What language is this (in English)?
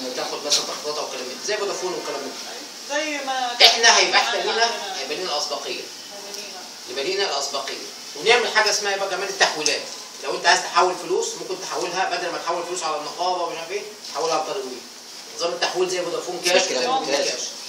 Egyptian Arabic